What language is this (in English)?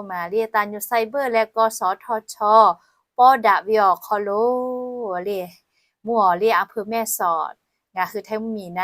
Lahu